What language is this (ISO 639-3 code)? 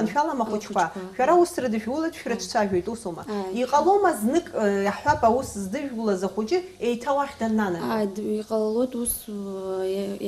abk